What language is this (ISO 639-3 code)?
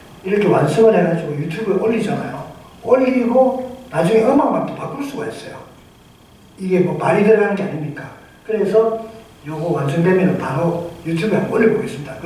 kor